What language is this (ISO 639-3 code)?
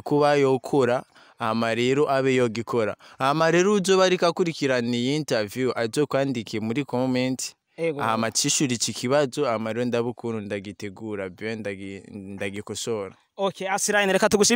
run